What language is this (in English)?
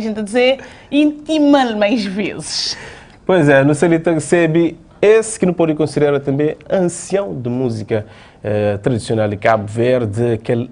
Kabuverdianu